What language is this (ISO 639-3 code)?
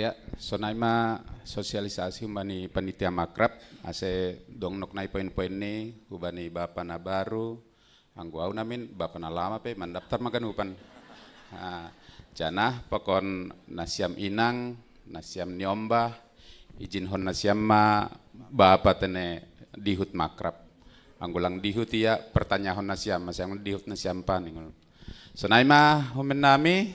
bts